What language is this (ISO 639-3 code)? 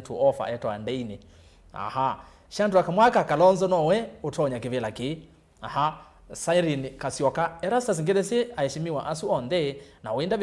kam